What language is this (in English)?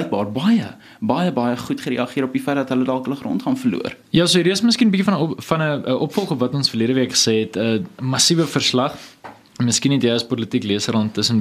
Afrikaans